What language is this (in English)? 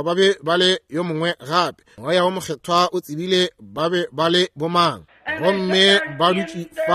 Northern Sotho